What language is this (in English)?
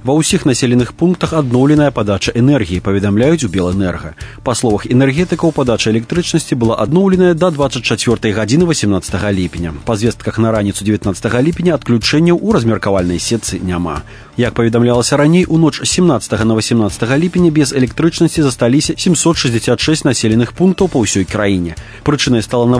Belarusian